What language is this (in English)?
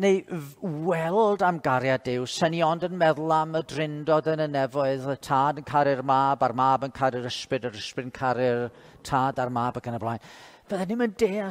Welsh